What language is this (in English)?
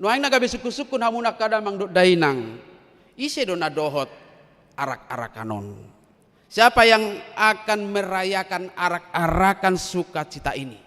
Batak Toba